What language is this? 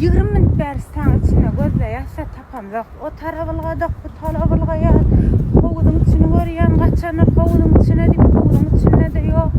Turkmen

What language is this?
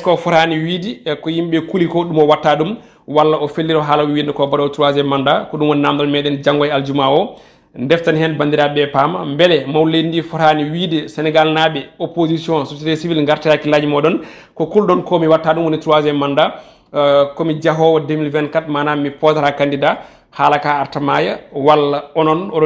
Fula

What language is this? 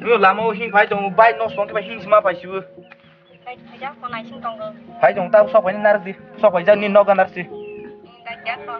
Kok Borok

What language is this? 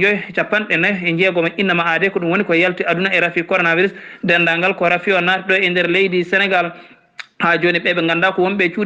Fula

